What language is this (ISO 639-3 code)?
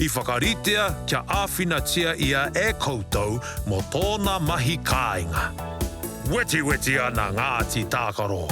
mri